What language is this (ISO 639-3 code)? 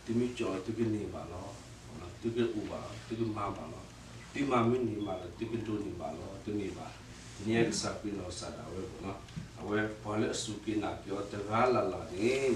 ksw